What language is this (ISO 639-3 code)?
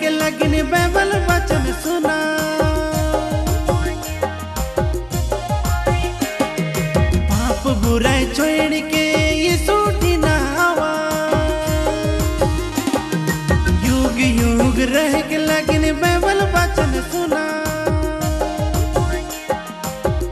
sck